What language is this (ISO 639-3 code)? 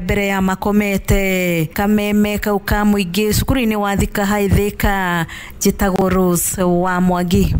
kik